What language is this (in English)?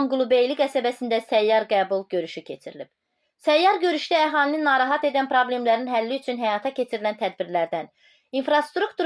Azerbaijani